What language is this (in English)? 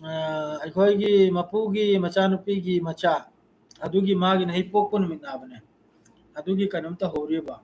Manipuri